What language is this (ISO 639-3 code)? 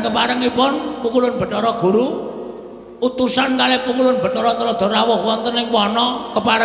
jav